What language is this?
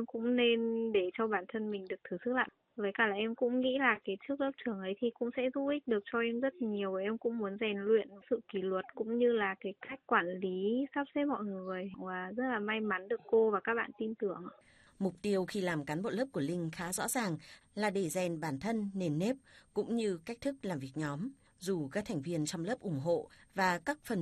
Vietnamese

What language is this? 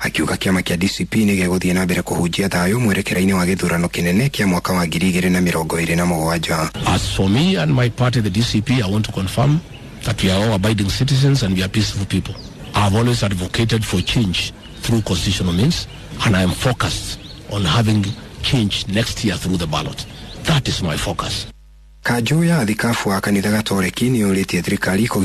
Kikuyu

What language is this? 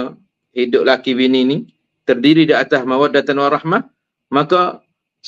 Malay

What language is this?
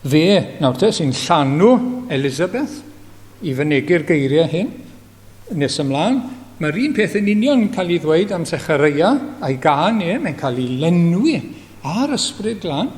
Welsh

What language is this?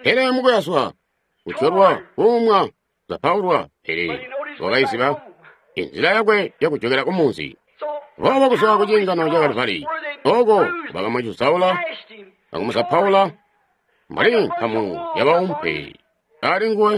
Tonga (Zambia)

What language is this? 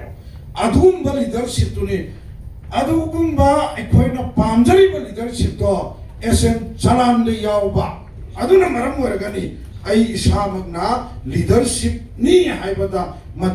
Manipuri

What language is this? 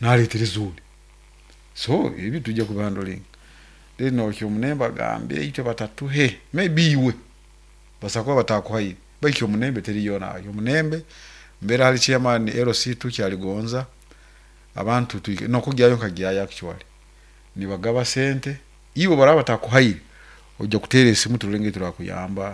Nyankole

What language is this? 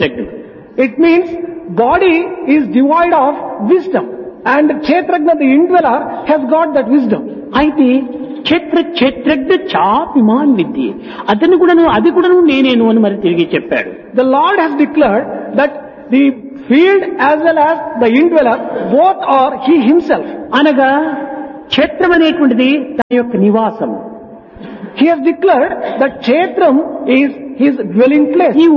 Telugu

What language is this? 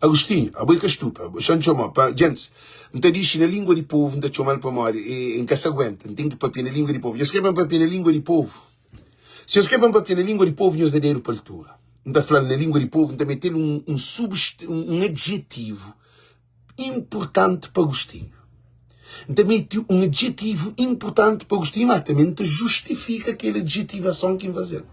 Kabuverdianu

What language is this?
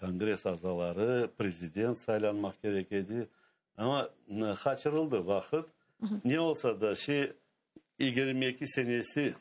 Crimean Tatar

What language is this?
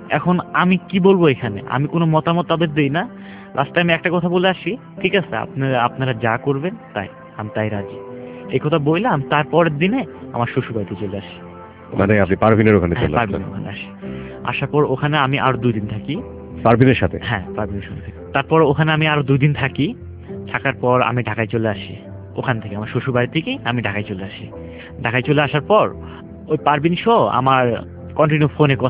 Bangla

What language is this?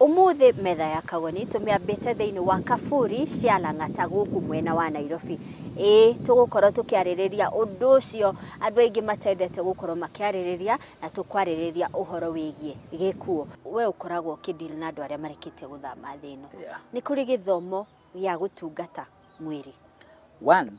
Kikuyu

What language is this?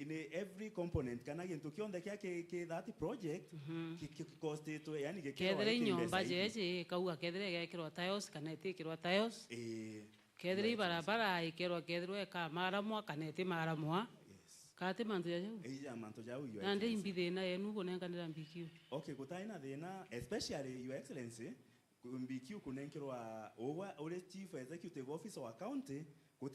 Meru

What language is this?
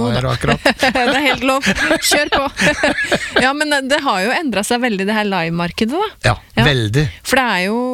Norwegian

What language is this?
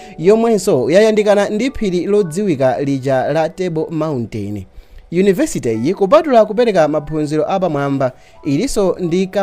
Nyanja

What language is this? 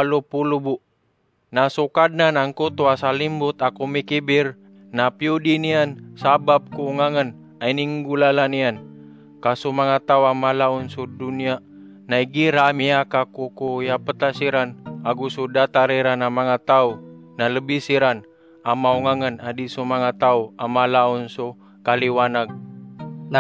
Maranao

